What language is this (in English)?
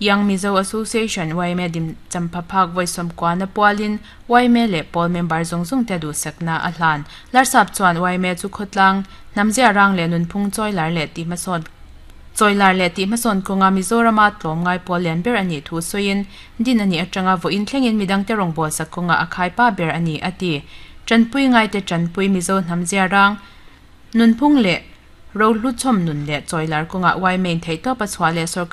Mizo